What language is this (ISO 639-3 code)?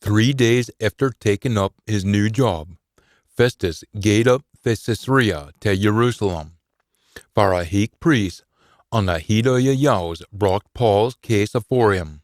sco